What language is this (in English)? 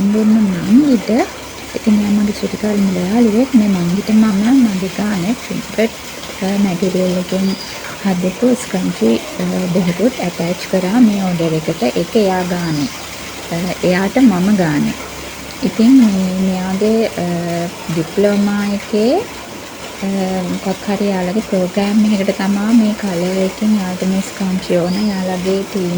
Sinhala